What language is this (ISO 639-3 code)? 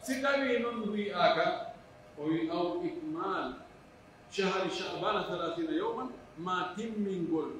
fuf